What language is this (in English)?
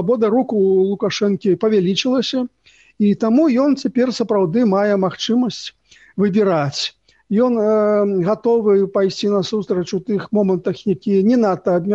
Belarusian